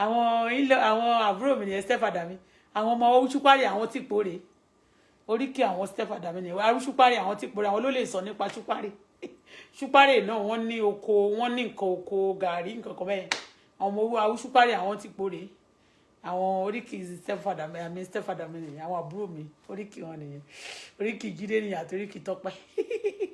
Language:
Yoruba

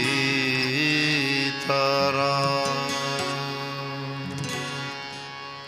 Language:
Hindi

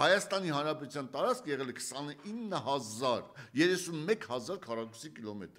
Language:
Armenian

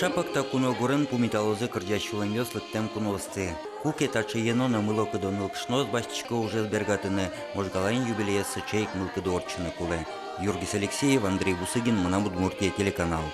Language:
Udmurt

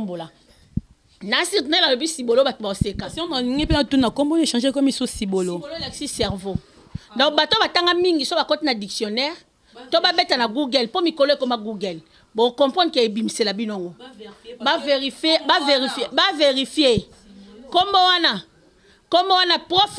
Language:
Lingala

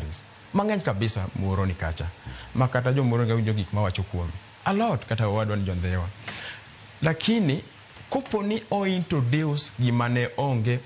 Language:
Luo (Kenya and Tanzania)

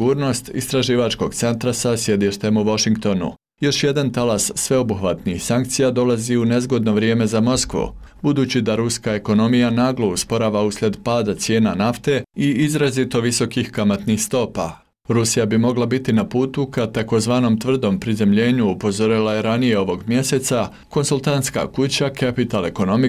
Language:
Bosnian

